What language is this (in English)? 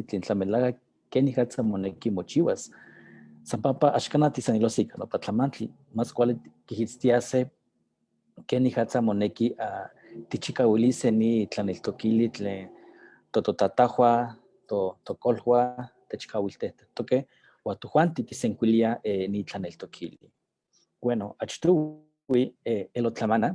Eastern Huasteca Nahuatl